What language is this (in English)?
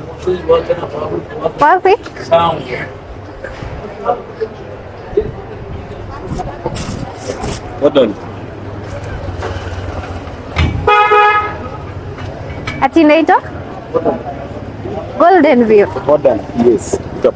Swahili